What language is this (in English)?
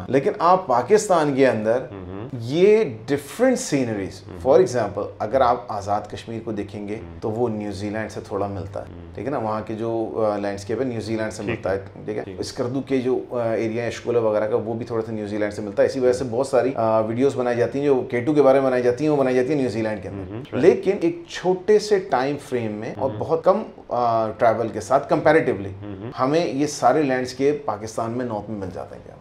Urdu